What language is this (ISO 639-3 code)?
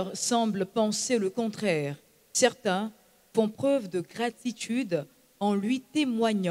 fra